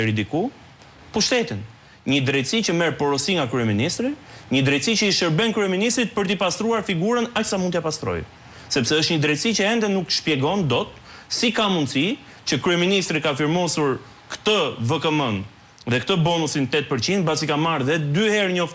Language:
Albanian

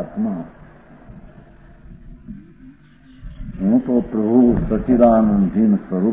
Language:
Gujarati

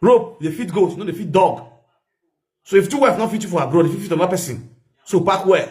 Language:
Nigerian Pidgin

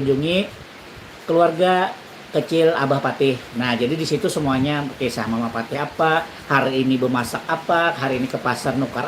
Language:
Banjar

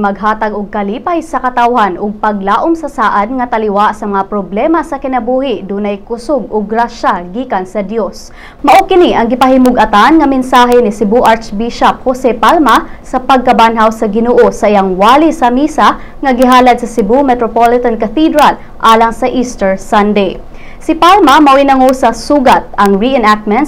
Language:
Cebuano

